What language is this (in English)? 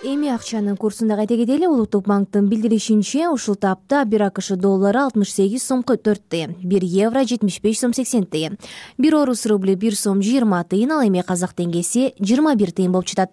Kyrgyz